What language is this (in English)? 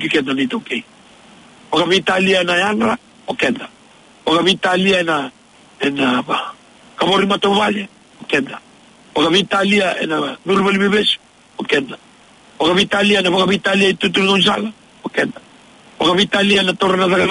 Fijian